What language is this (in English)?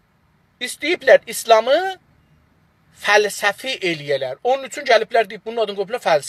South Azerbaijani